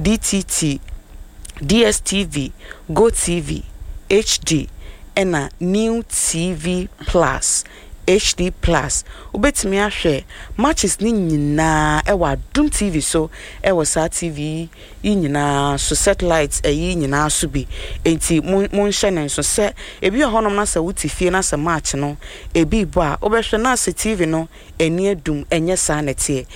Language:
Akan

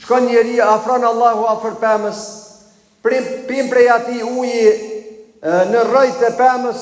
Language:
Albanian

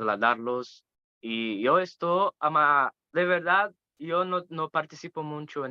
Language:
Ladino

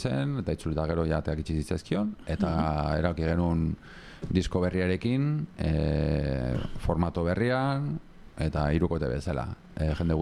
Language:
Basque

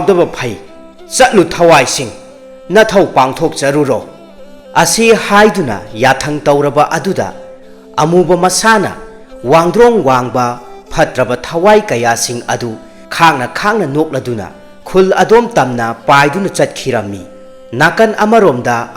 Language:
Manipuri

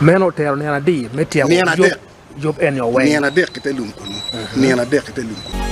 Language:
Acoli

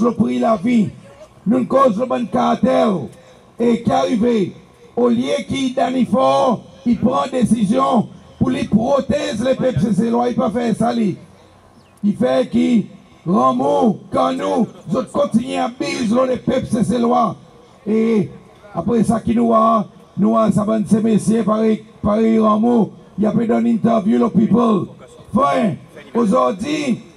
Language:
Seselwa Creole French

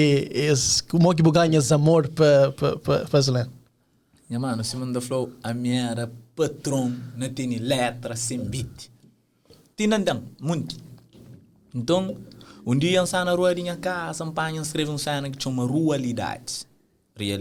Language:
Kabuverdianu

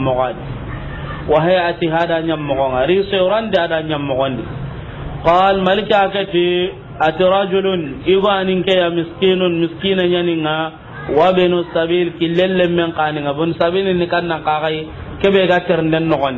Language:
Soninke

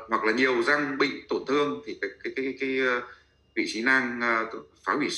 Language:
Vietnamese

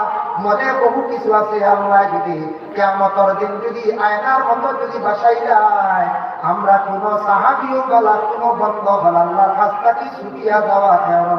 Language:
Sylheti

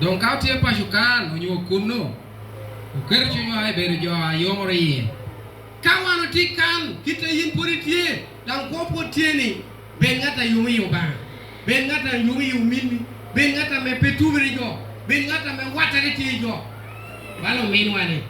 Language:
Acoli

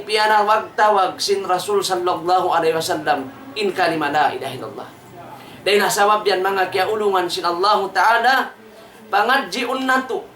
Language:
Tausug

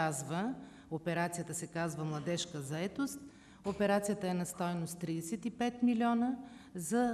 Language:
Bulgarian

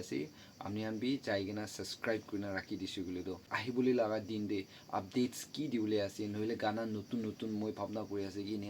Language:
Naga Pidgin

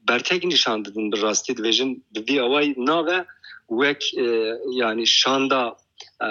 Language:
Kurdish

